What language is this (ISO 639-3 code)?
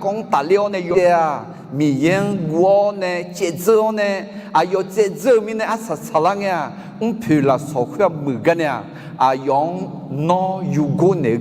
ahk